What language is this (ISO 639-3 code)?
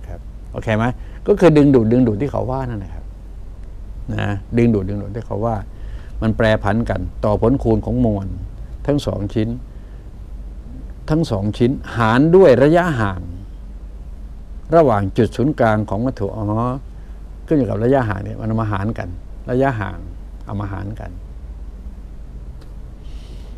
tha